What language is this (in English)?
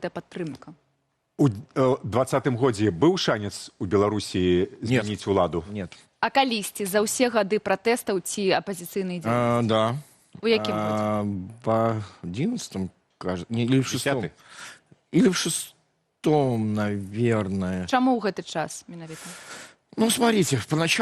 Belarusian